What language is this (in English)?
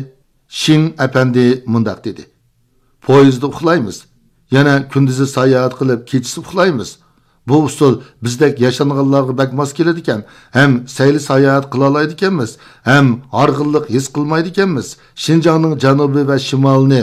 Uyghur